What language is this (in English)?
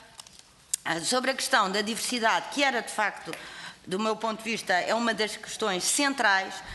Portuguese